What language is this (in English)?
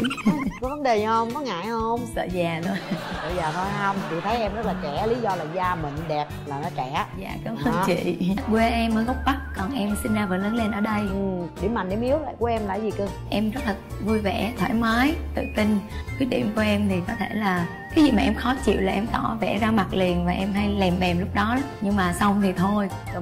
Vietnamese